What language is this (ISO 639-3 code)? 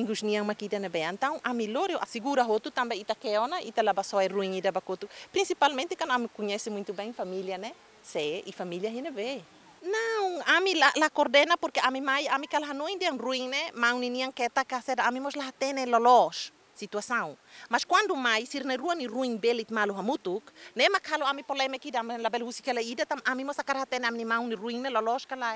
tet